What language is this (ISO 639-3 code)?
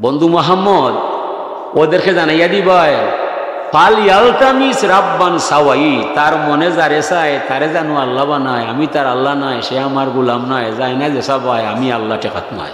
syl